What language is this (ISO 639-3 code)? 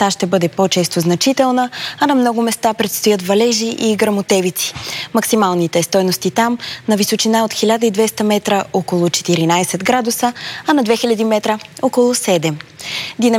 bul